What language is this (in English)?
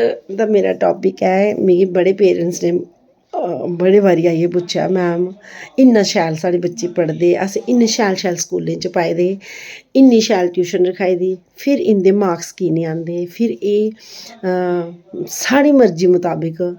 Dogri